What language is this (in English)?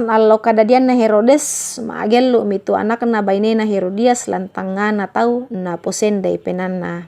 Toraja-Sa'dan